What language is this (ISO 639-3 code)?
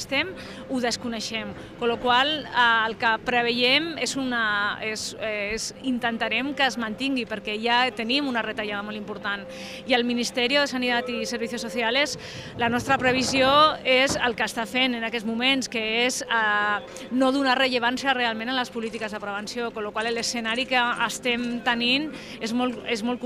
cat